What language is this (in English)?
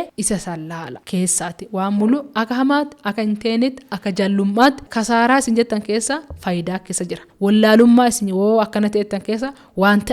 Oromo